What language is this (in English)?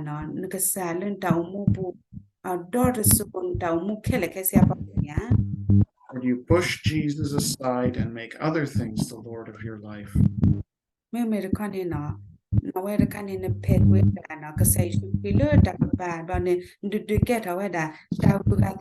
S'gaw Karen